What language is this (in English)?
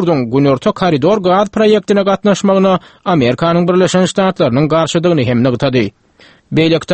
Turkmen